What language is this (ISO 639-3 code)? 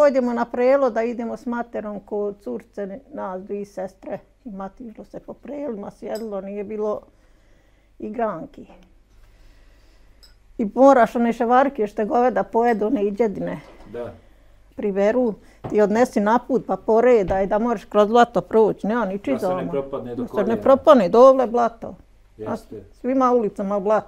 bos